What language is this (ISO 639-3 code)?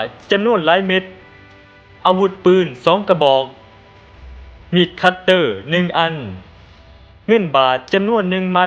lao